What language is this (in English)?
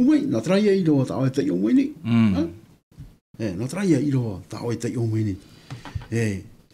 Tahitian